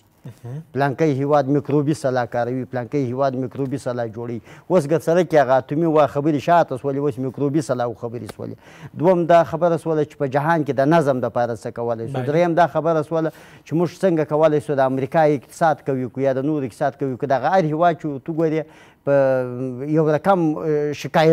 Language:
Pashto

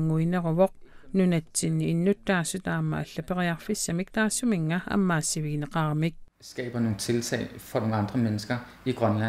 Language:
Kalaallisut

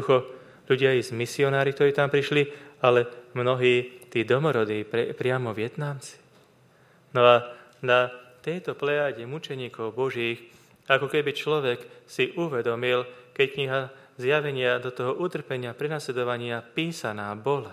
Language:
Slovak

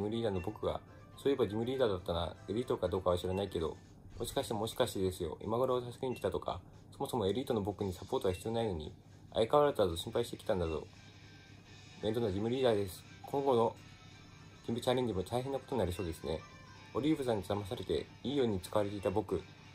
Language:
Japanese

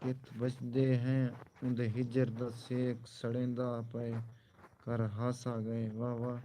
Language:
Saraiki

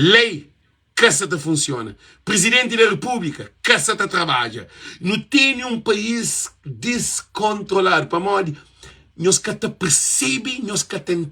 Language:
Kabuverdianu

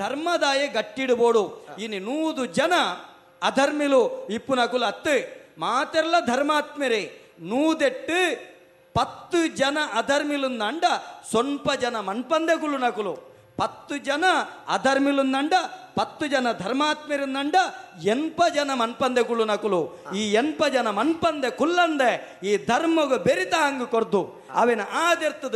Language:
Tulu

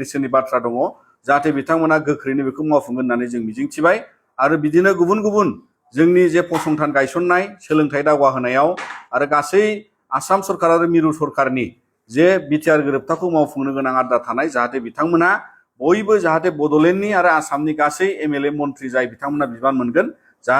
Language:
Bodo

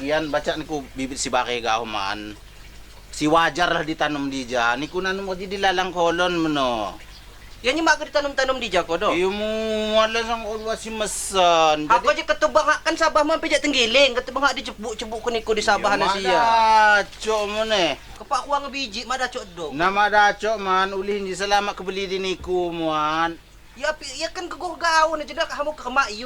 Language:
Lampung Api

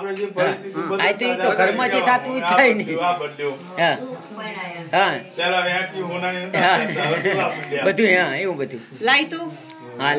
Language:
Gujarati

